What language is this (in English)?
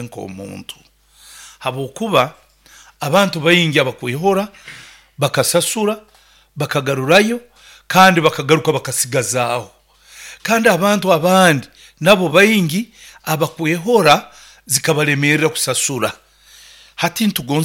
Nyoro